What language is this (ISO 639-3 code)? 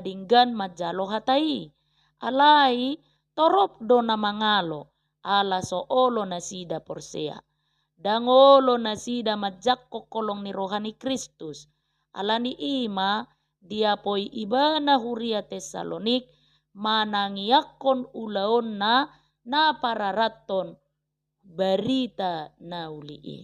bbc